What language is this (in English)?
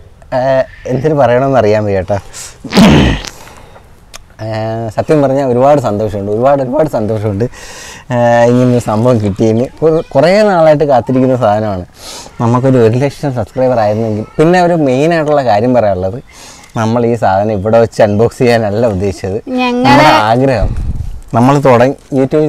Malayalam